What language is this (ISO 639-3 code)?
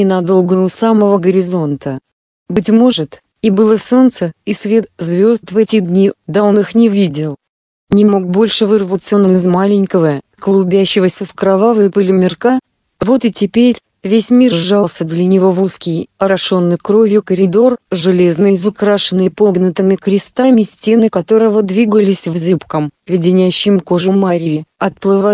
rus